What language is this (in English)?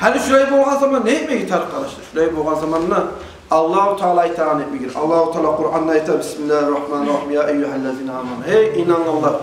Kumyk